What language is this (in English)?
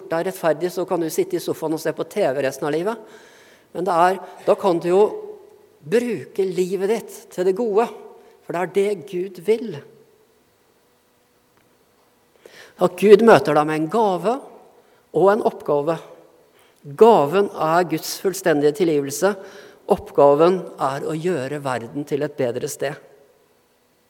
Norwegian